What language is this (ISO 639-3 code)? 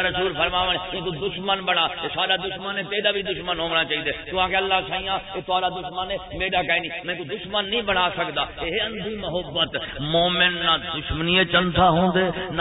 skr